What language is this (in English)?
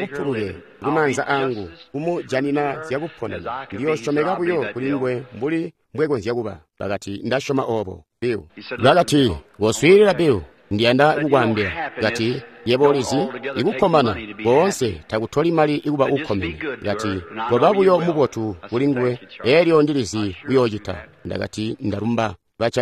Tonga (Zambia)